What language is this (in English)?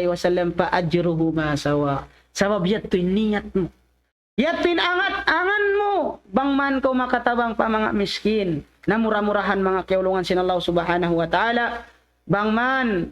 Tausug